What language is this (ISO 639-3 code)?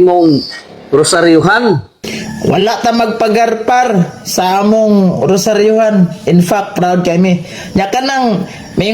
ceb